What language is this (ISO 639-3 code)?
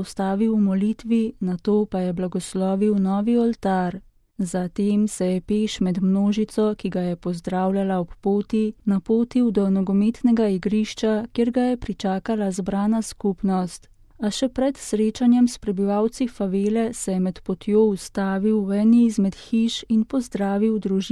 slv